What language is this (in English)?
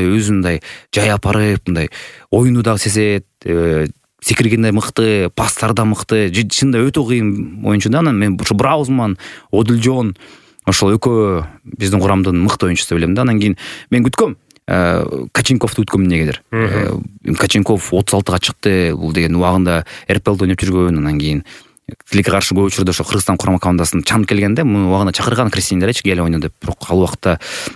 Kyrgyz